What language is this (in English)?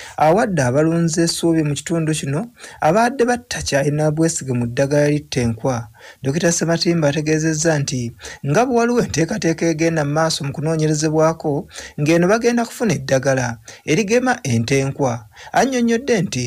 Ganda